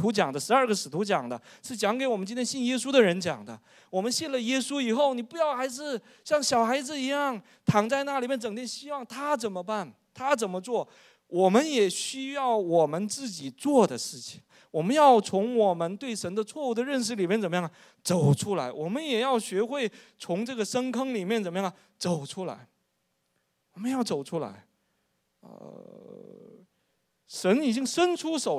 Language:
Chinese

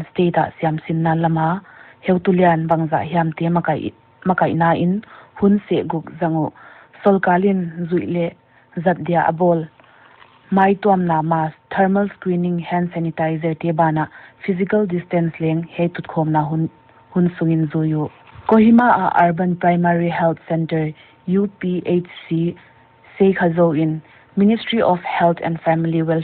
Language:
Paite Chin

